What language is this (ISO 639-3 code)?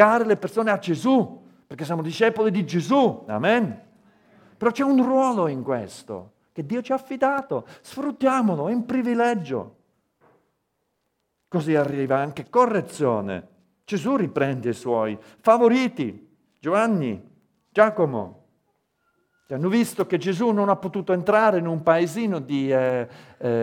ita